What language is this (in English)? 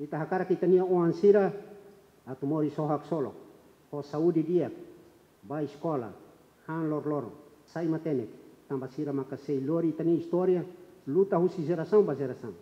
Tetum